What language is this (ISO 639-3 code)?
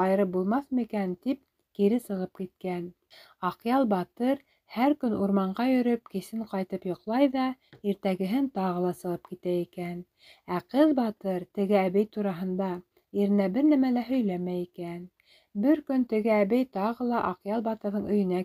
bak